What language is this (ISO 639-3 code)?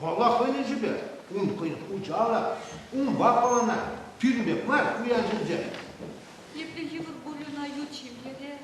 chv